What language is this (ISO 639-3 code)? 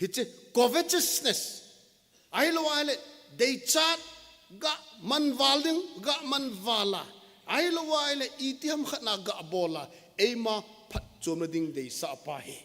tcz